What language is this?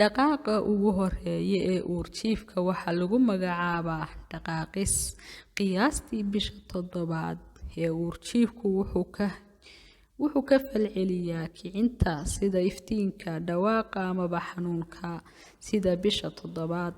Somali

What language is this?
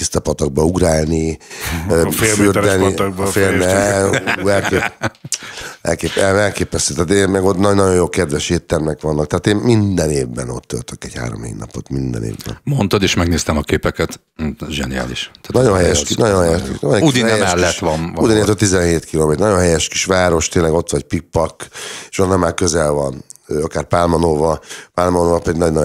Hungarian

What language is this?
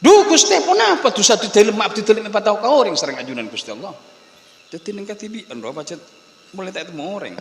Madurese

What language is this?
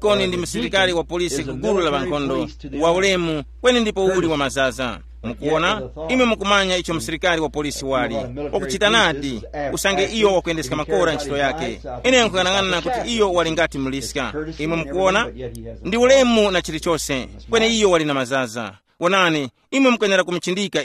Tumbuka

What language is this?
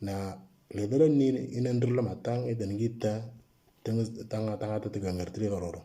Moro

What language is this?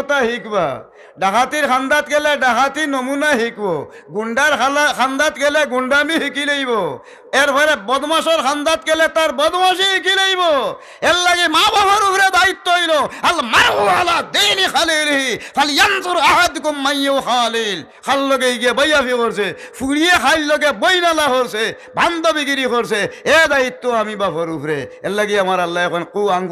Sylheti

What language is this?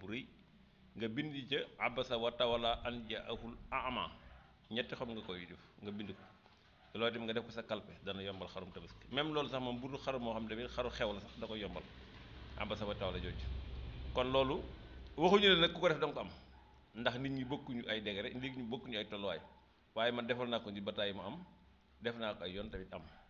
Wolof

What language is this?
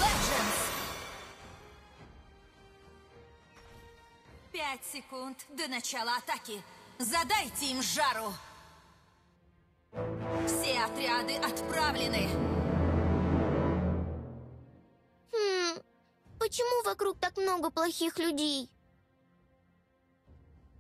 Russian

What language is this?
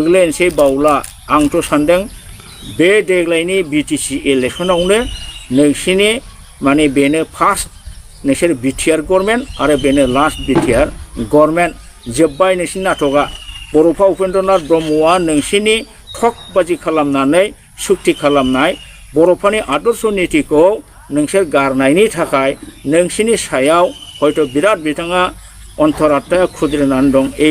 Bodo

